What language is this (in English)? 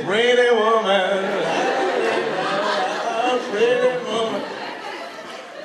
Hebrew